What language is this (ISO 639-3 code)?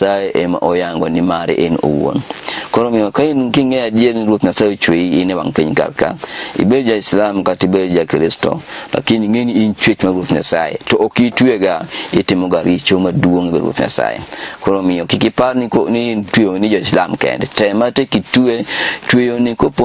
luo